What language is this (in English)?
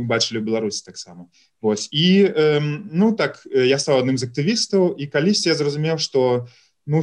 Belarusian